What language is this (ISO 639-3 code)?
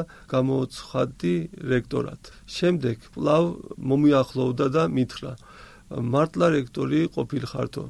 kat